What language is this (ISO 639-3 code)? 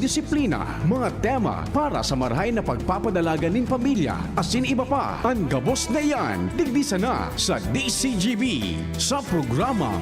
bik